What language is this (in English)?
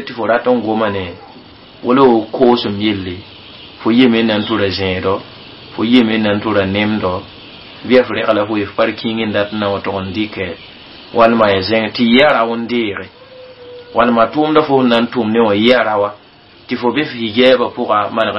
Mossi